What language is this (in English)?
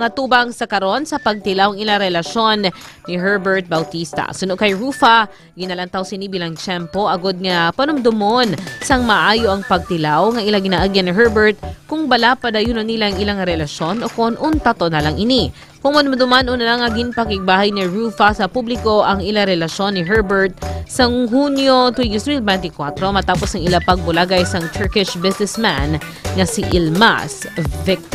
Hiligaynon